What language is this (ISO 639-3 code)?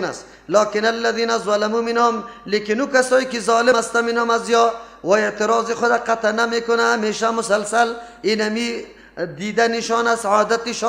fas